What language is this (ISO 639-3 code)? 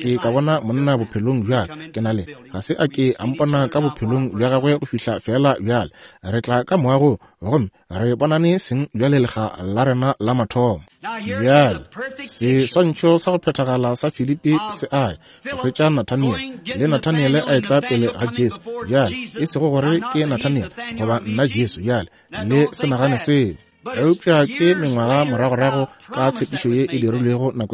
nso